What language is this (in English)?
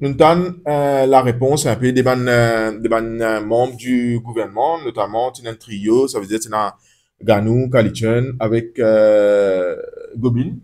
Morisyen